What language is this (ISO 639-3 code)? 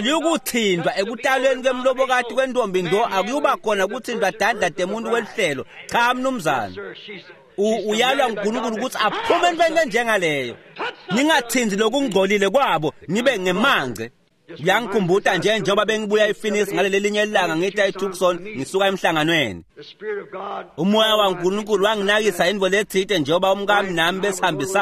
ssw